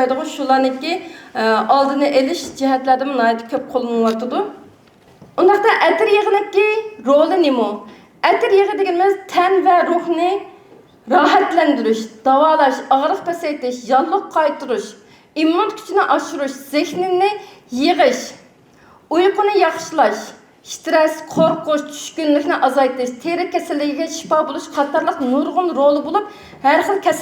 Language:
Uyghur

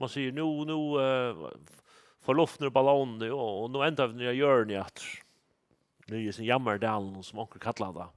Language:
Faroese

